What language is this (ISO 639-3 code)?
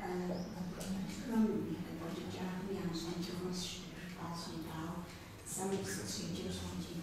kbd